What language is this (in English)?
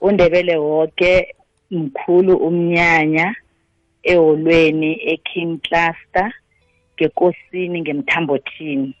South Ndebele